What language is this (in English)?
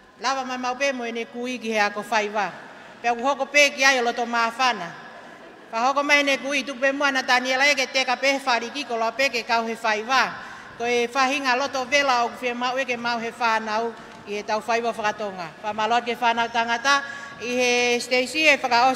Tongan